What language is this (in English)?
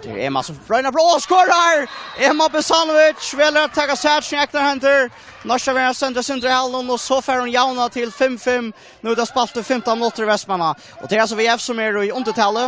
Faroese